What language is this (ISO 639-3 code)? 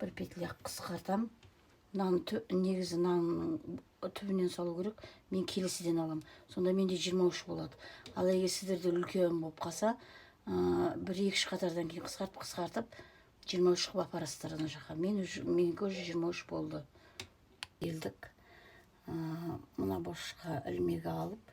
kaz